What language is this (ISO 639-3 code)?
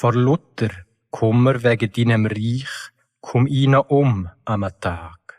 gsw